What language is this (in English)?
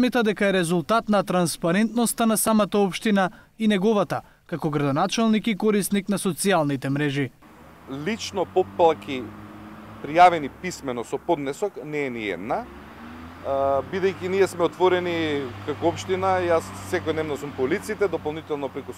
Macedonian